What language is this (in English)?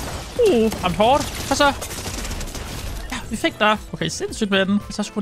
Danish